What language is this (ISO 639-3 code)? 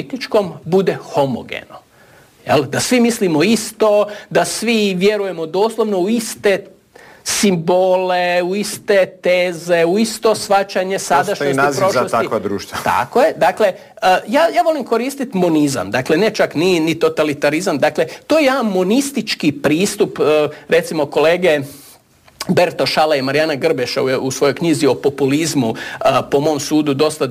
hrv